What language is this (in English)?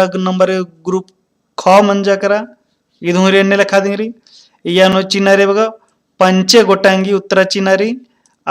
Kurukh